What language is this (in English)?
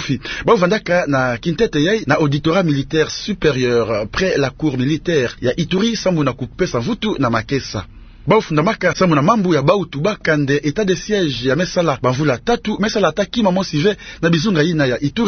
Kituba (Democratic Republic of Congo)